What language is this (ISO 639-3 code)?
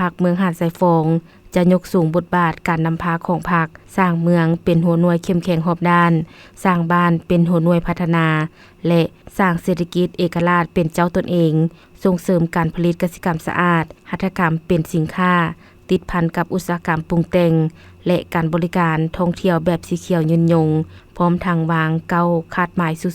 lao